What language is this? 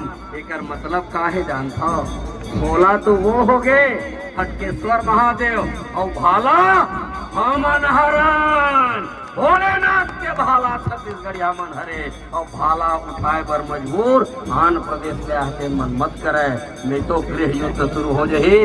Chhattisgarhi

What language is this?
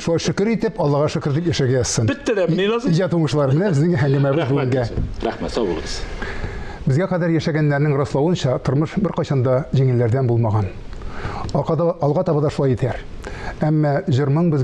Tatar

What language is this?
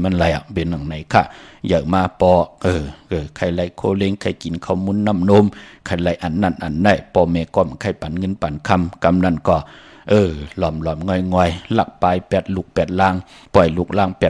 Shan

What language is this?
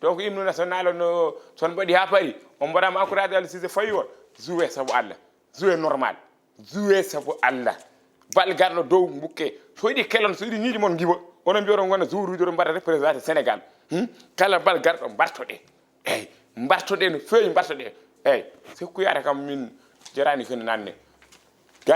Fula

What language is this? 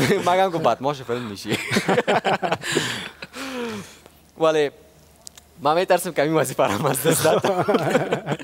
Persian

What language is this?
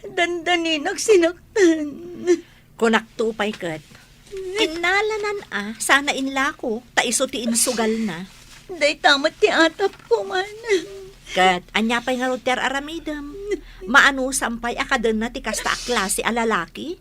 Iloko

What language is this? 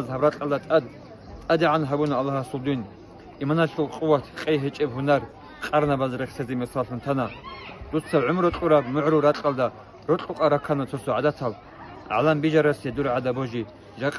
Avaric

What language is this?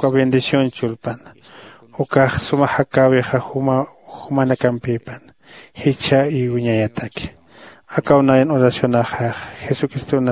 Aymara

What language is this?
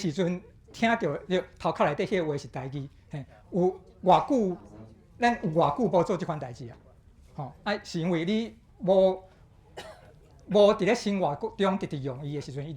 Min Nan Chinese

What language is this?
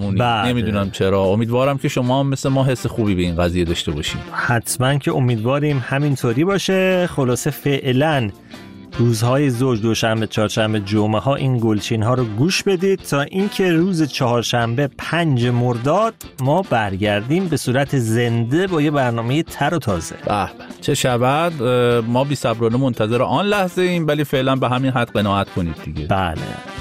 Persian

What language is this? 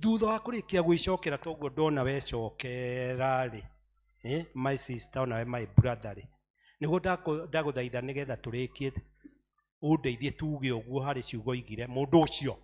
Kikuyu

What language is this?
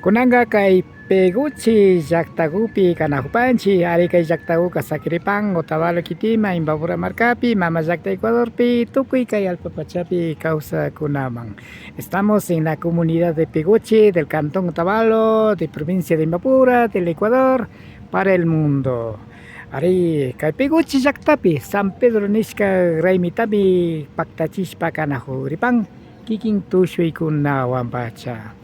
Imbabura Highland Quichua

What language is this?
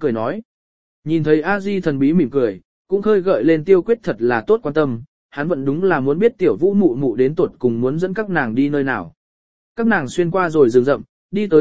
Vietnamese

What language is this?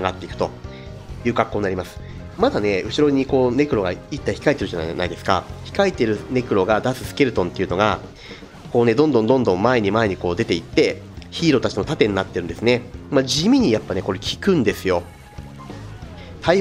Japanese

